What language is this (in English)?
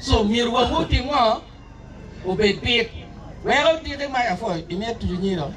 Acoli